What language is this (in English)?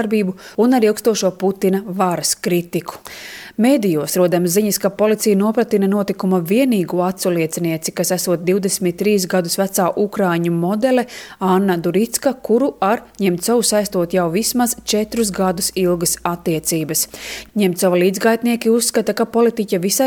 Latvian